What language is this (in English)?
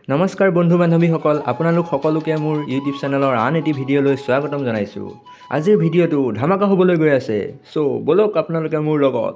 Assamese